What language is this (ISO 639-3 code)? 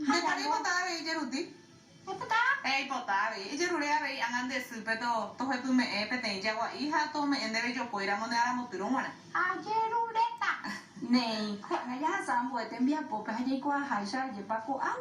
grn